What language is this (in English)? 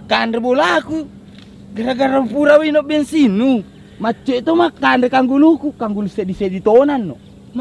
Buginese